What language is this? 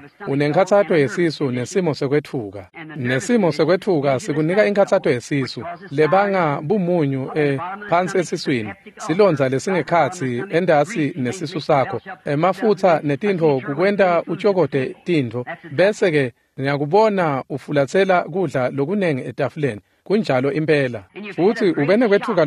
Swati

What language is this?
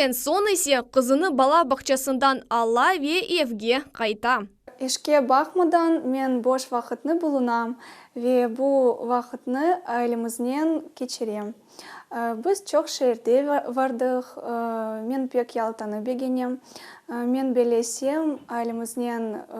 Crimean Tatar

